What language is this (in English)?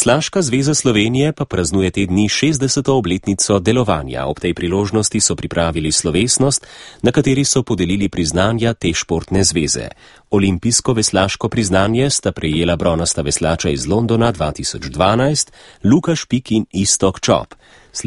Slovenian